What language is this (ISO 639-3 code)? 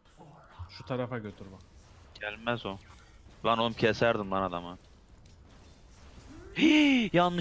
tur